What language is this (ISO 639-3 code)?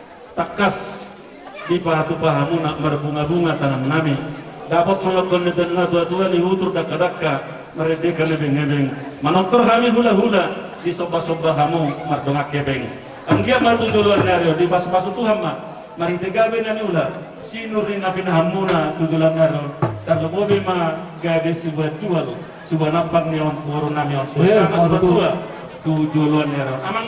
bbc